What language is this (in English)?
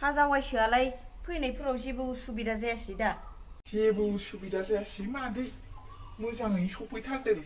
Bodo